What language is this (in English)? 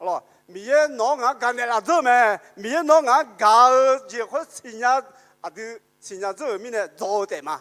Akha